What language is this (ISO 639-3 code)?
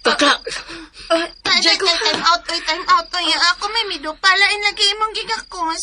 ceb